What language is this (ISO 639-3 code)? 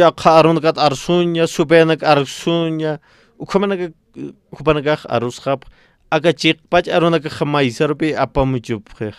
aym